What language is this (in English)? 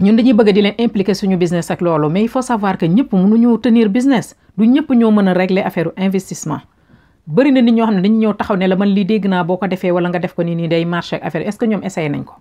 Wolof